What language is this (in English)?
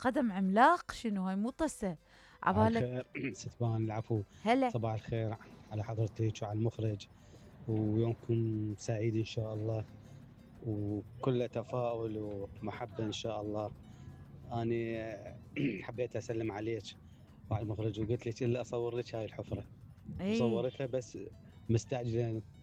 Mesopotamian Arabic